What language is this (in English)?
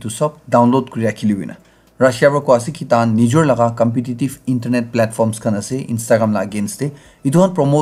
Naga Pidgin